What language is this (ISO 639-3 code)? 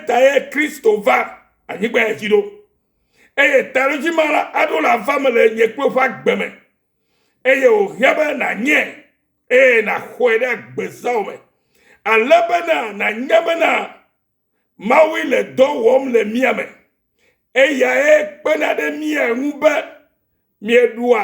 ewe